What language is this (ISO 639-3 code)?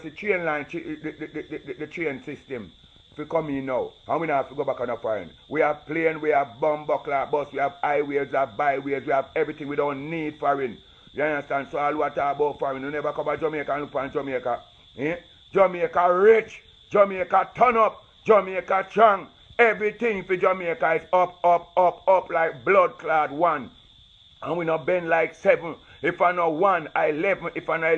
jam